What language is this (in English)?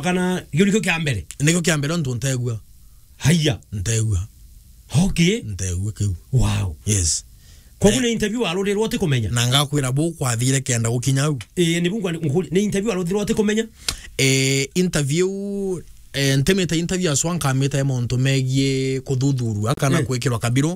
Meru